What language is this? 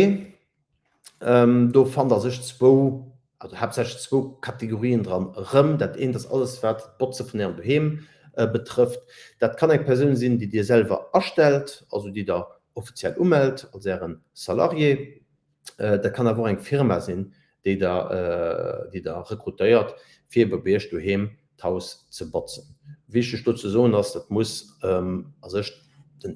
Luxembourgish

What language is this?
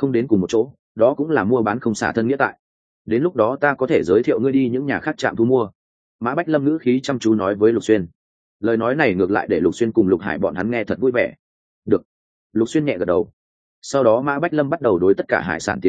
Vietnamese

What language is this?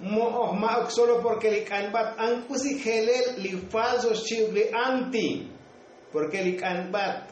Tzotzil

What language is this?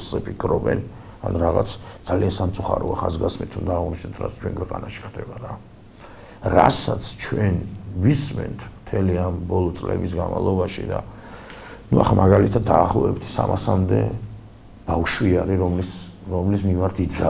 Georgian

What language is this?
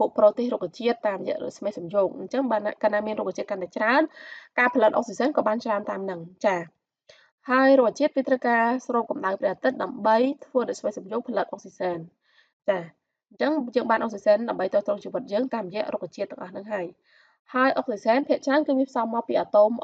Khmer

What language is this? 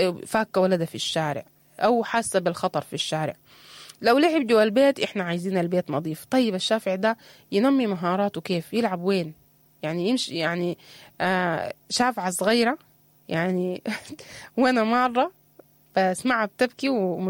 Sudanese Arabic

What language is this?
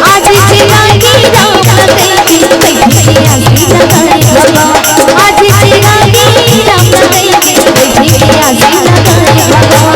Chhattisgarhi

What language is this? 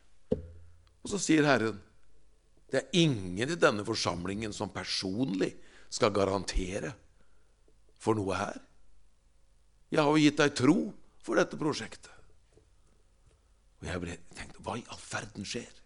Norwegian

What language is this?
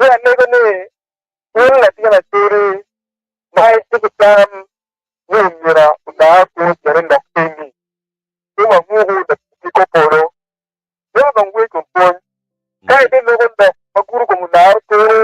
Acoli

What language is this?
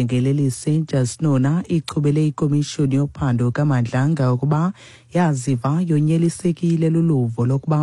Xhosa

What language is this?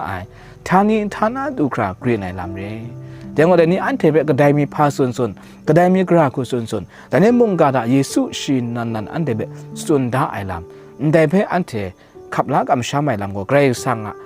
Kachin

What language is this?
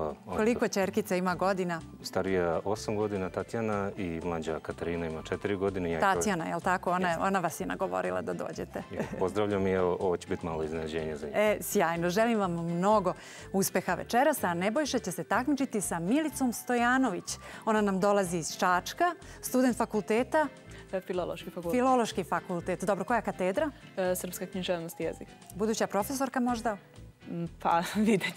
Serbian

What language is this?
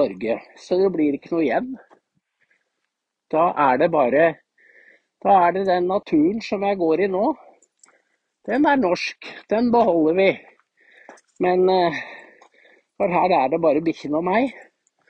Norwegian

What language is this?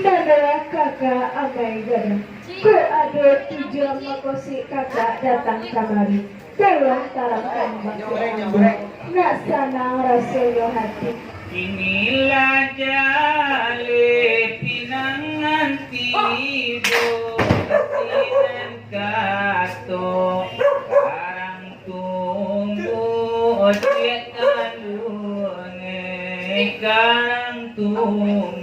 Minangkabau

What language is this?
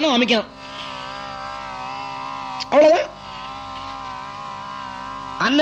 Tamil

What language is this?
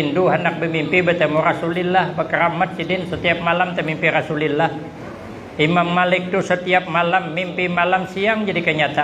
Banjar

